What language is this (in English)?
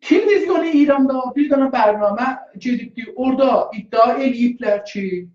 South Azerbaijani